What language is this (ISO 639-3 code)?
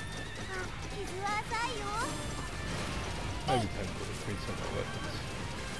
jpn